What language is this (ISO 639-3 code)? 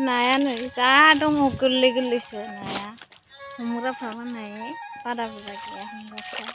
brx